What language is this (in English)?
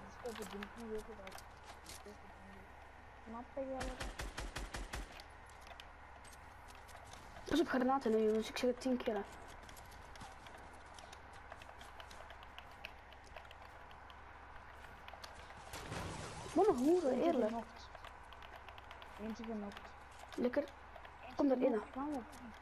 Dutch